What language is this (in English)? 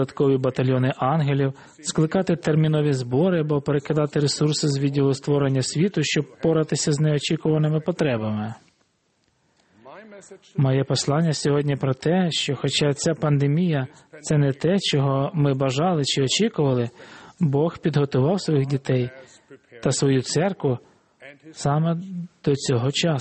Ukrainian